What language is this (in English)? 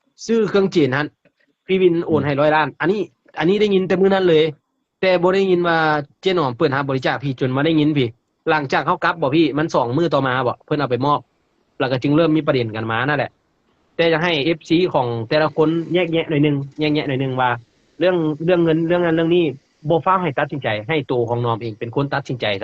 Northeastern Thai